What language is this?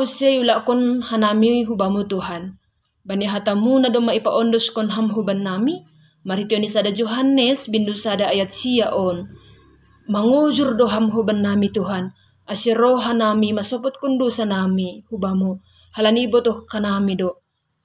Batak Simalungun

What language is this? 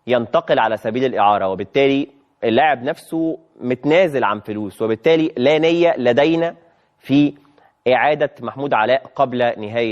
Egyptian Arabic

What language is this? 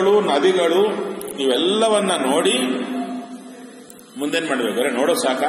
Kannada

